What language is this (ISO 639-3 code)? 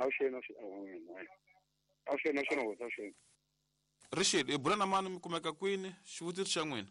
tso